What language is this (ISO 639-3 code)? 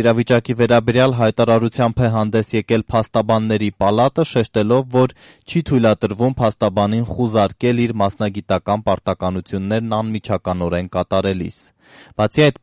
hye